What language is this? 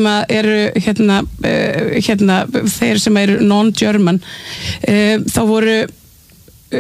Icelandic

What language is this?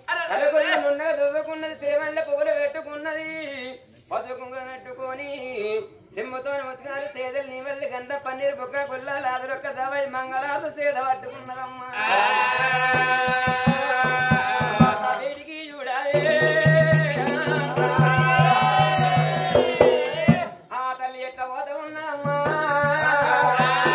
Telugu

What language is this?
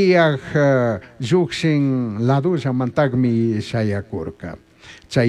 Chimborazo Highland Quichua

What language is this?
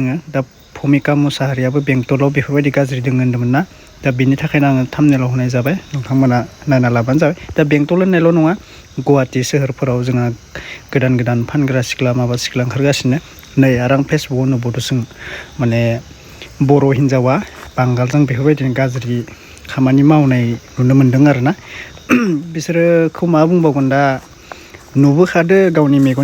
Bodo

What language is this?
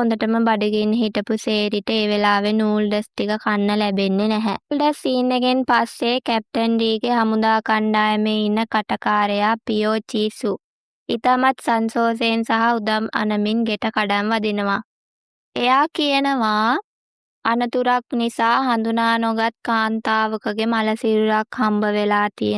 Sinhala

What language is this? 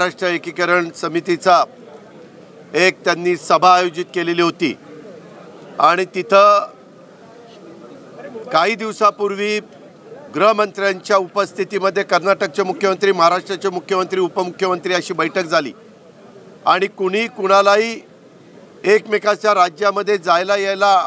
Marathi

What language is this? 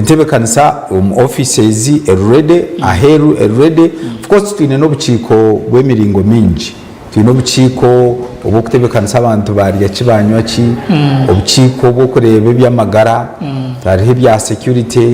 Nyankole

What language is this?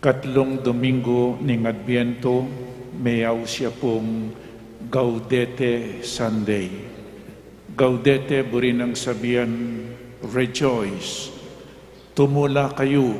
Pampanga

